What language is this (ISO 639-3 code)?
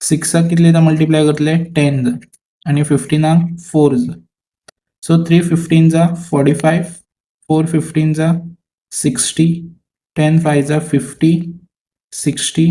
kok